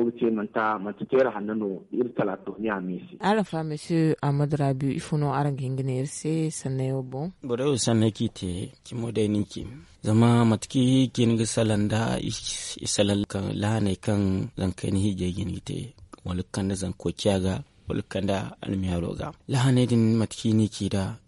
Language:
Zarma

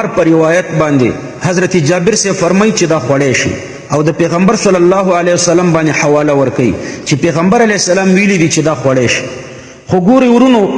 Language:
Pashto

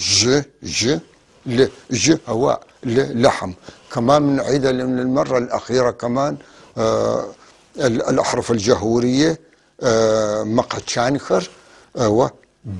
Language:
North Levantine Arabic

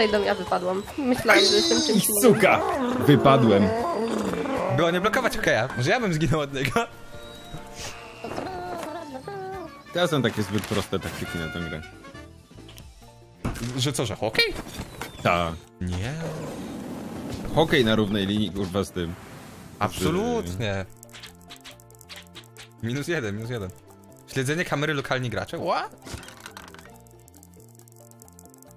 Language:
Polish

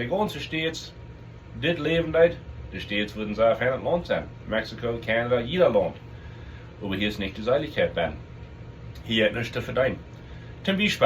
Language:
Plautdietsch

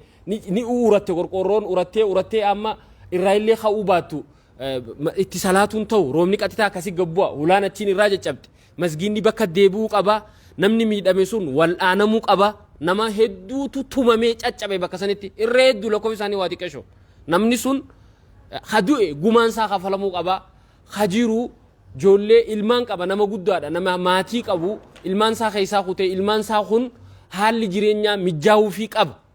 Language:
Oromo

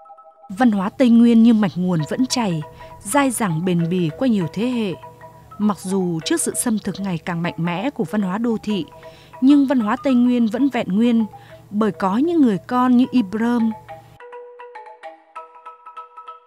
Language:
Vietnamese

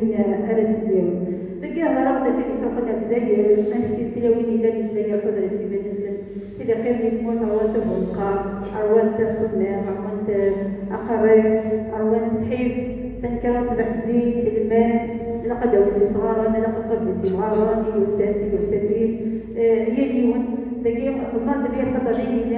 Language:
Kabyle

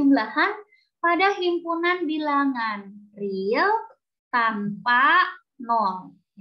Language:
Indonesian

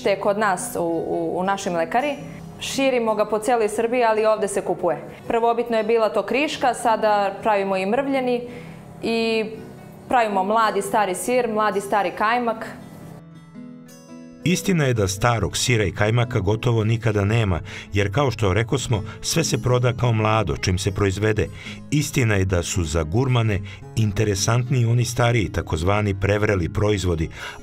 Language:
Serbian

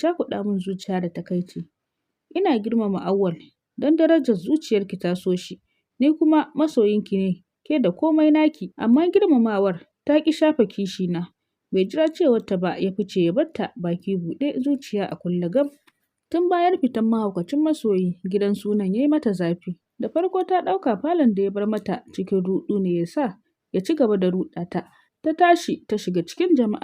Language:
Hausa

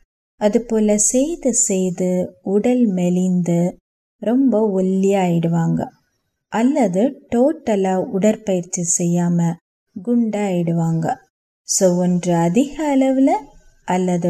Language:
Tamil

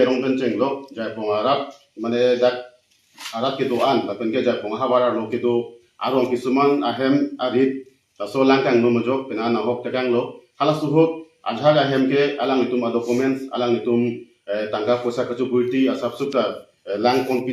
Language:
Karbi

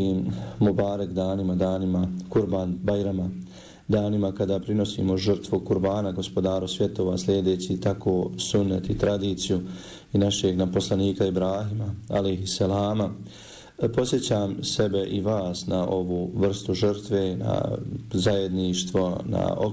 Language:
Bosnian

